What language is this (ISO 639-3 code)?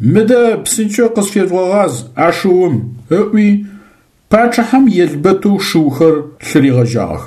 ady